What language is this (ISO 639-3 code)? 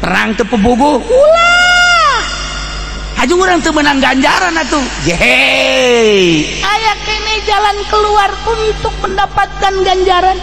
sun